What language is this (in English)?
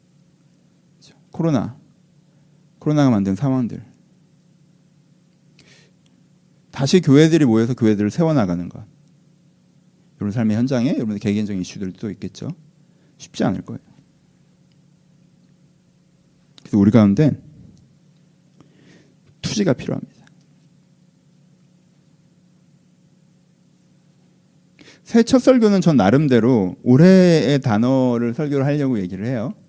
Korean